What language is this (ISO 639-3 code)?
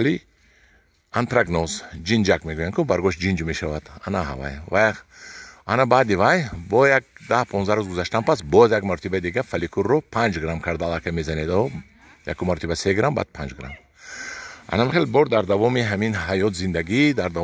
tgk